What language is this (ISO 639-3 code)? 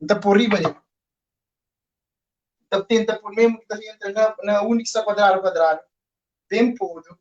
kea